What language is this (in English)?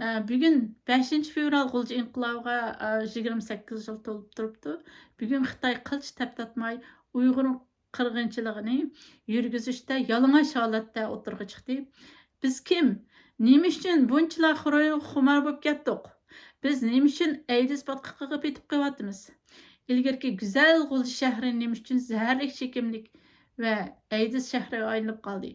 Uyghur